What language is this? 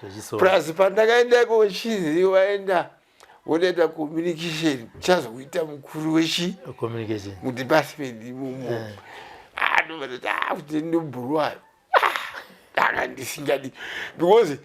Shona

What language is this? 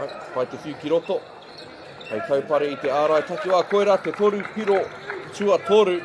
Māori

